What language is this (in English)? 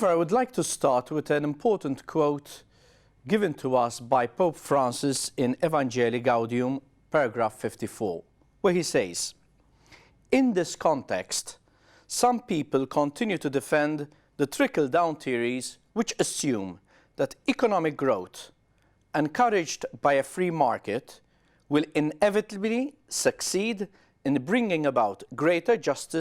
English